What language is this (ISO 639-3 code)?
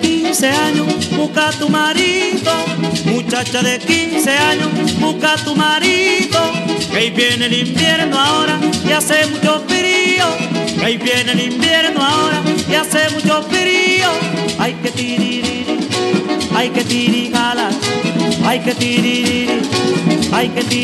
spa